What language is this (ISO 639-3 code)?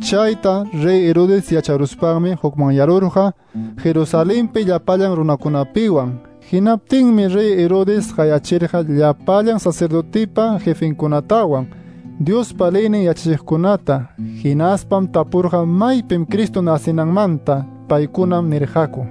que